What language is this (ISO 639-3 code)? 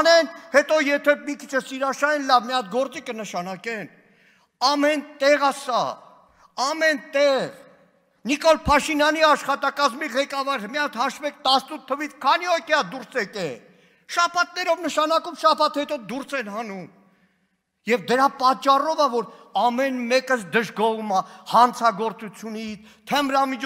hye